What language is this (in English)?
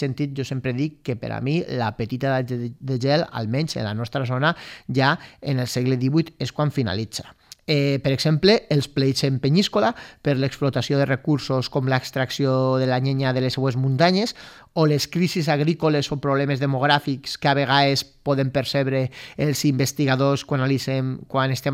Catalan